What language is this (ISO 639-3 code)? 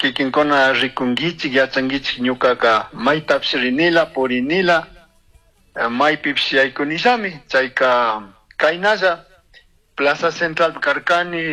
qug